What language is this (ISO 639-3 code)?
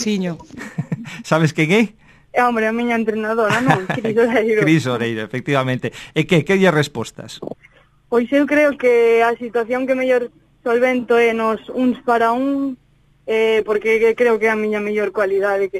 glg